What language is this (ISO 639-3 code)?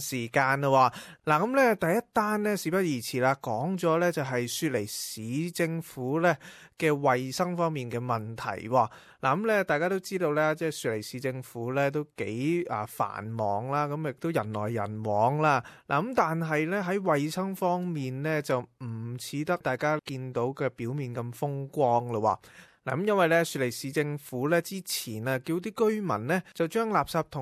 yue